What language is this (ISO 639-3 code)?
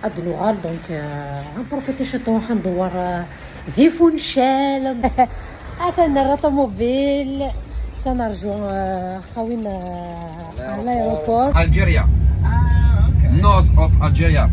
kab